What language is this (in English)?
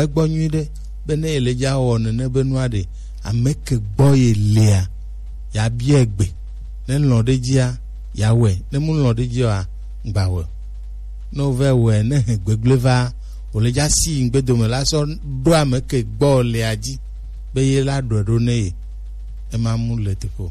Gen